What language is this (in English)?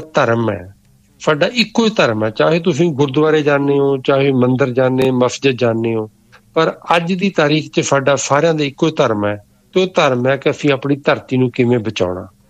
Punjabi